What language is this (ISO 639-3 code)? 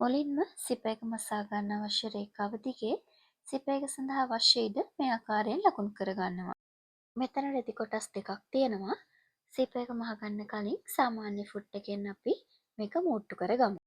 sin